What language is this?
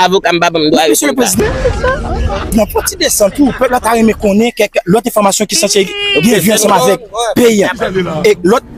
Haitian Creole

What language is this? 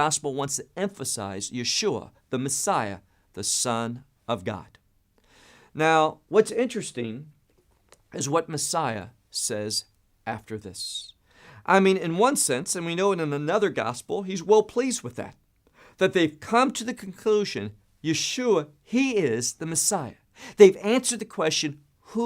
English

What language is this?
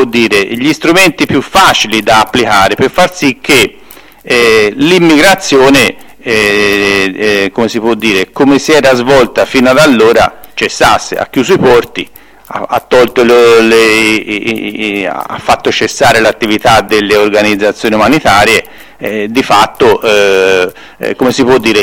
Italian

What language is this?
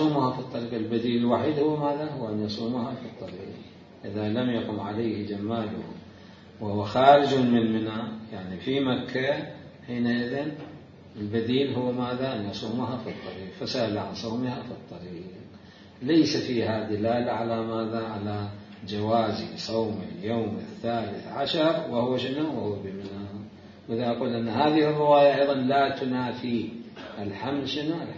Mesopotamian Arabic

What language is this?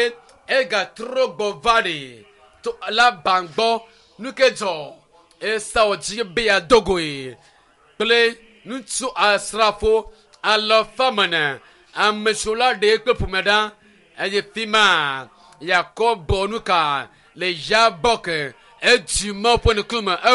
Ewe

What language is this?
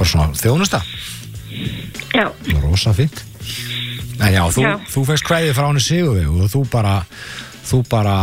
Icelandic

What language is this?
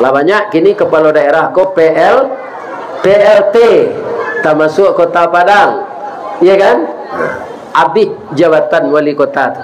Minangkabau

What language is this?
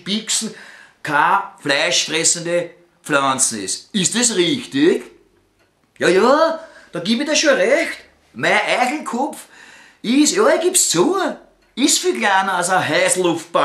Bavarian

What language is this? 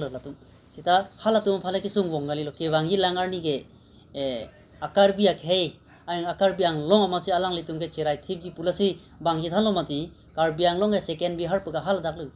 Karbi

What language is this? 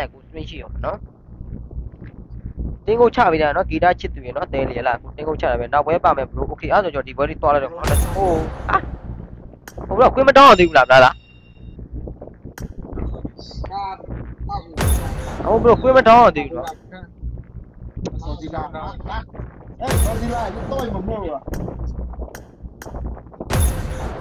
Burmese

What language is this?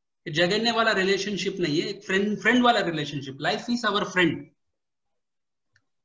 Hindi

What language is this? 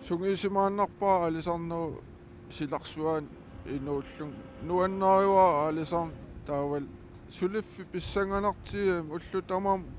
Kalaallisut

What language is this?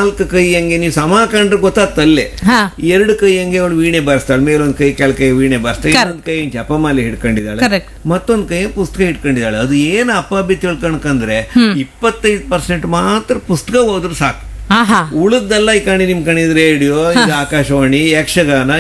Kannada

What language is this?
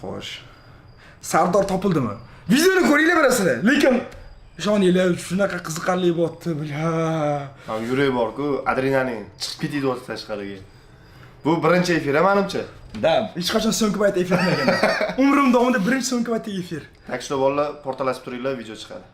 Uzbek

